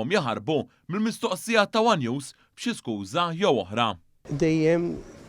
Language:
Maltese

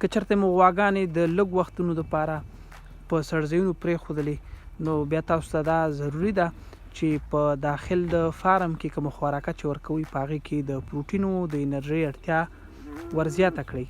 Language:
Pashto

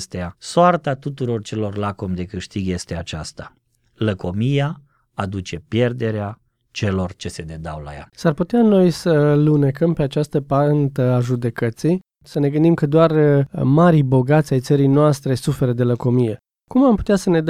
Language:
Romanian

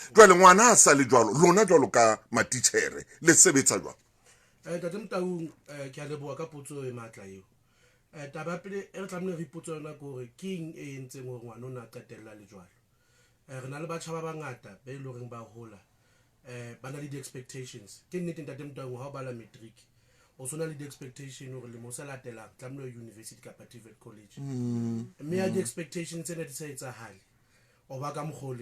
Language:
Southern Sotho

